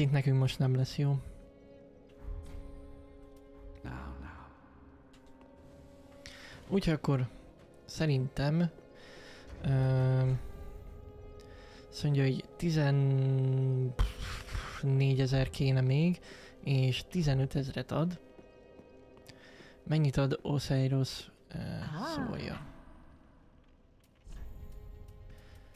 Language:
Hungarian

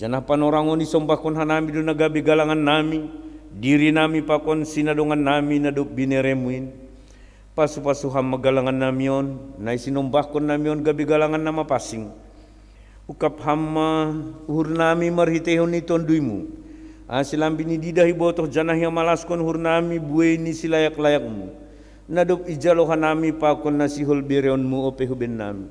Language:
Batak Simalungun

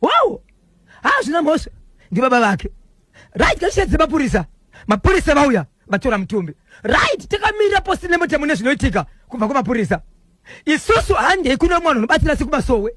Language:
Shona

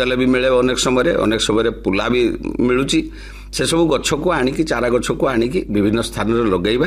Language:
Odia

